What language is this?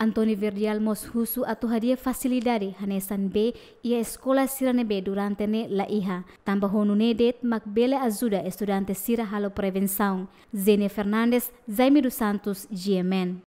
Tetum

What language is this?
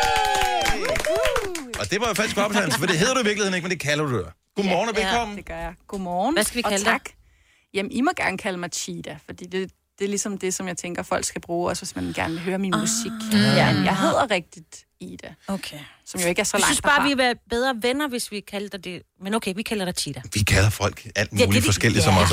Danish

